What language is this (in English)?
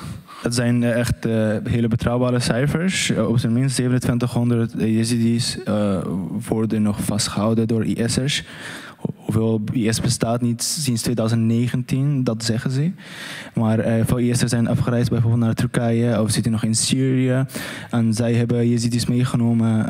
Dutch